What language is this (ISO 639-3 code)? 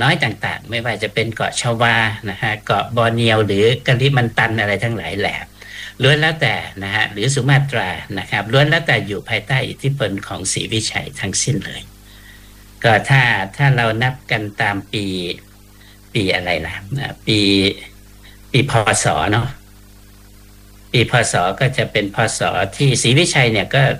tha